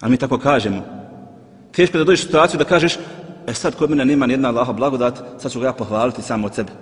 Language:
Bosnian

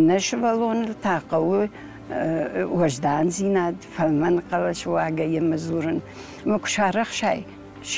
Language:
Ossetic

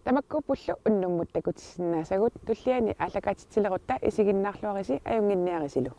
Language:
Kalaallisut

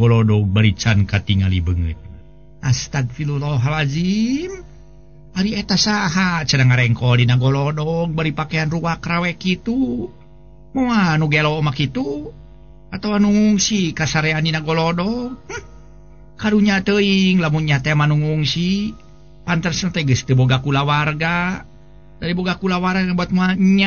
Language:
Sundanese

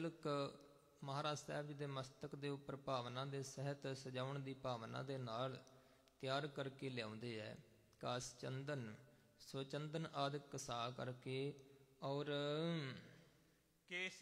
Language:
Punjabi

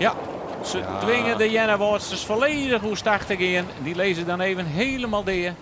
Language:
Western Frisian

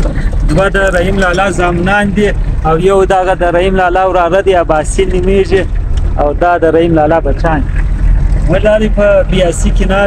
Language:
Pashto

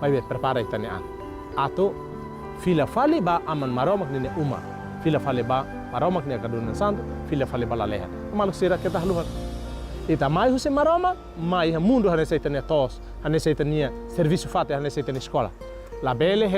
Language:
Tetum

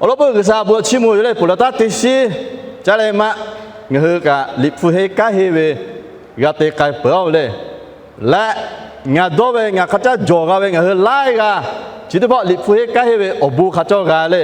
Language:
Lahu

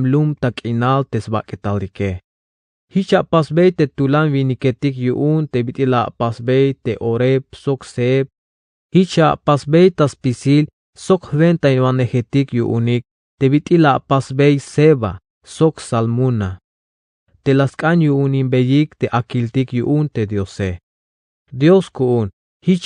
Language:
Tzeltal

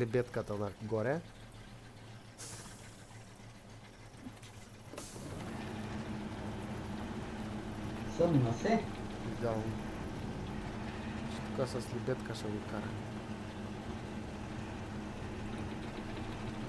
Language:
Bulgarian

